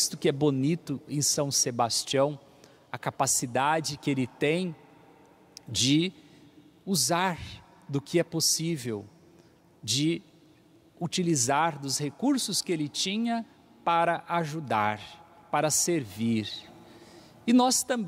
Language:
Portuguese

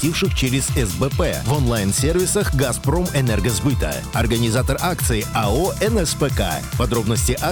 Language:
Russian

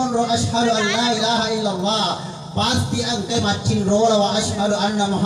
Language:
Buginese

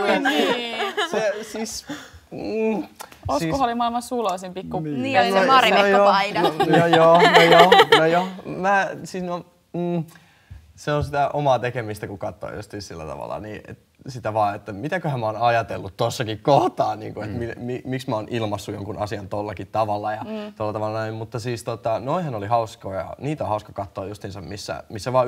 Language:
Finnish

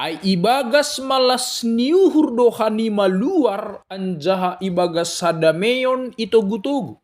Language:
Batak Simalungun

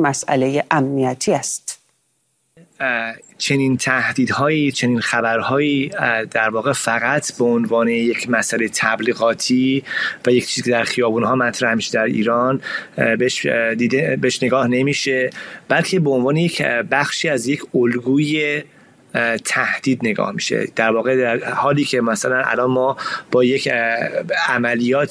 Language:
Persian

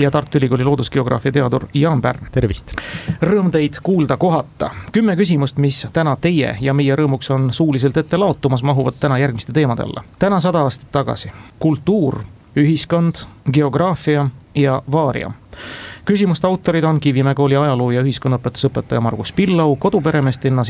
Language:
Estonian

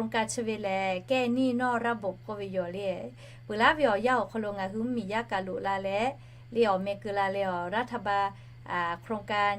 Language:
Lahu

